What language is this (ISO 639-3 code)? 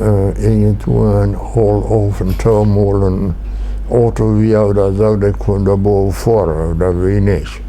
pdt